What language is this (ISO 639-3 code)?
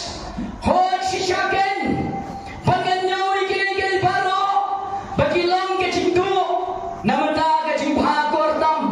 kha